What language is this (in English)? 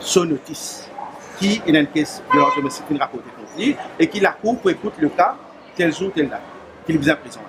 Morisyen